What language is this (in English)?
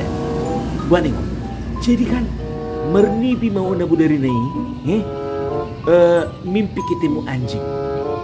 Batak Toba